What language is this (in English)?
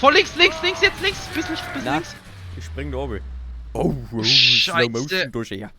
Bavarian